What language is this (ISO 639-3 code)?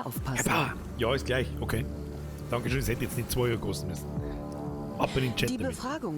bar